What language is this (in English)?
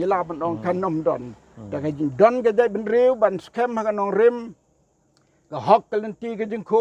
Khasi